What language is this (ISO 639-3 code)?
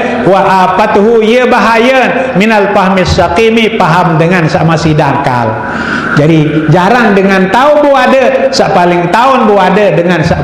sas